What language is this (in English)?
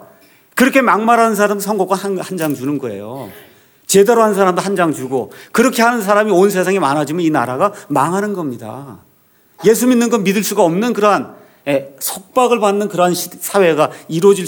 Korean